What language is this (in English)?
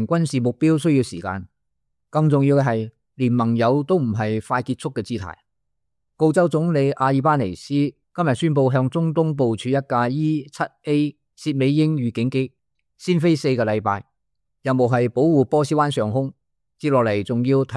Cantonese